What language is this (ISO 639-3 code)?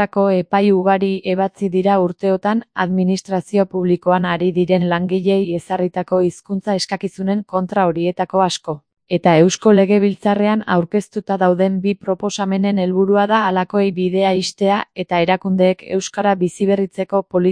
eus